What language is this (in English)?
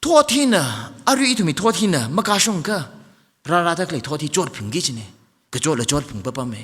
Tangkhul Naga (India)